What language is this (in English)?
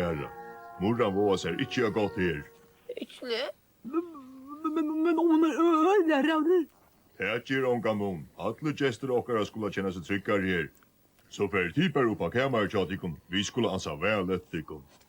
Faroese